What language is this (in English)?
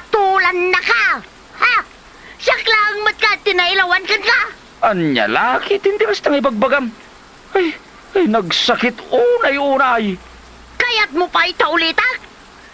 Iloko